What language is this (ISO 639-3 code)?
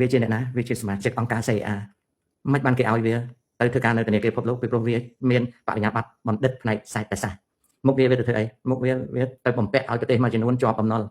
khm